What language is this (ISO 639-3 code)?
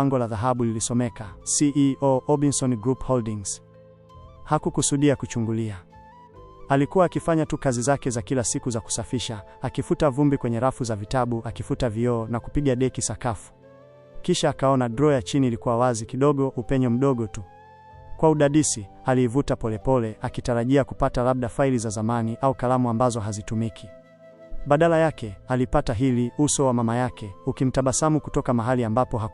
swa